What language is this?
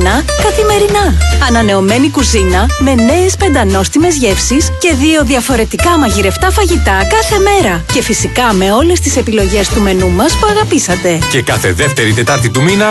Greek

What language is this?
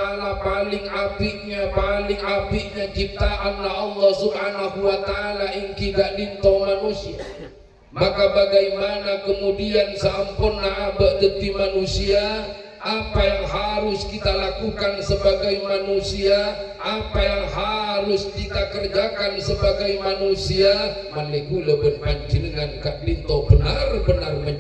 Madurese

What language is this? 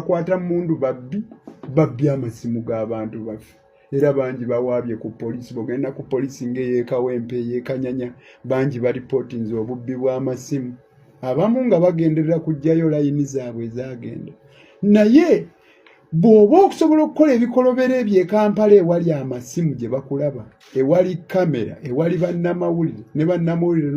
Ganda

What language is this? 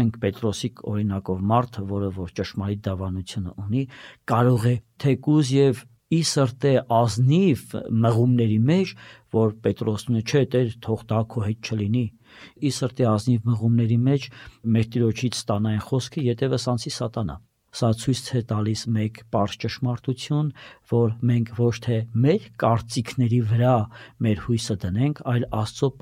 Armenian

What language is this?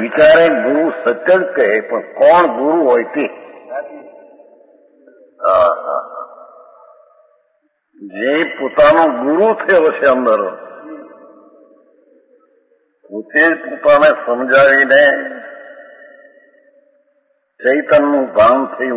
Gujarati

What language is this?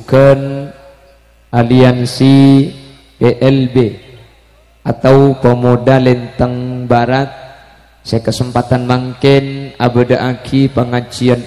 Madurese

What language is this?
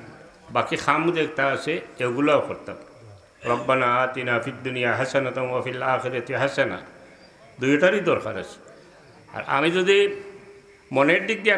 Sylheti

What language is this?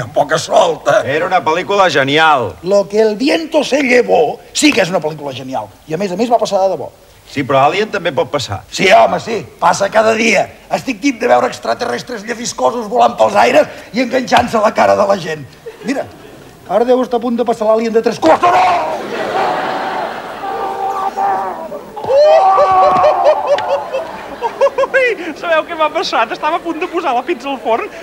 Catalan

